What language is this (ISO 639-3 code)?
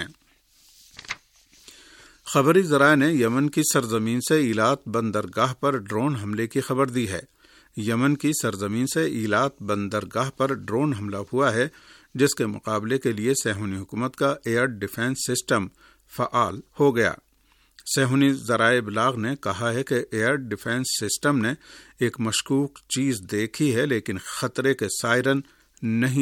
urd